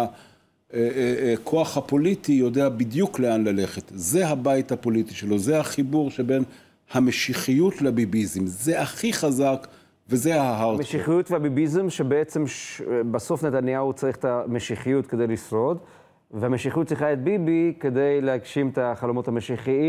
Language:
Hebrew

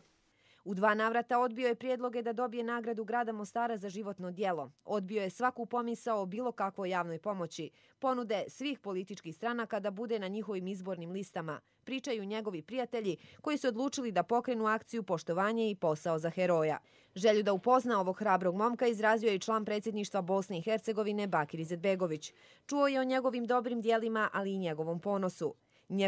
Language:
Bosnian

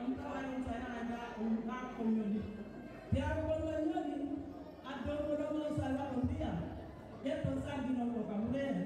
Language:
Fula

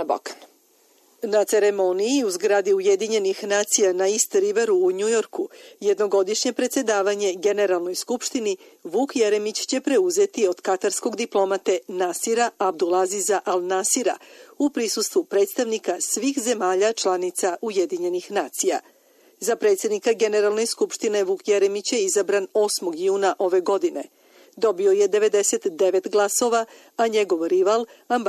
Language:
Serbian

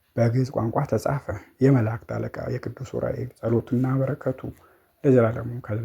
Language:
Amharic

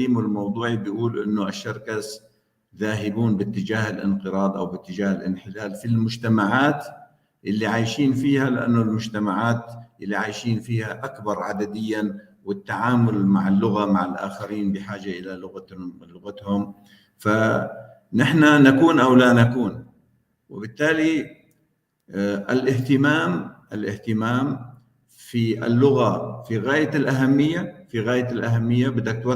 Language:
North Levantine Arabic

